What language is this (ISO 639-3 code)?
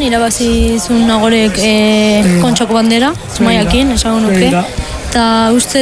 eus